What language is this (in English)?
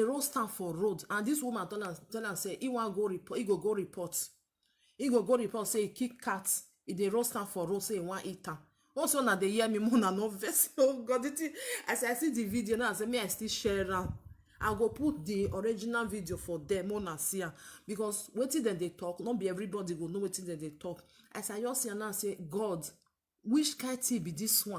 Nigerian Pidgin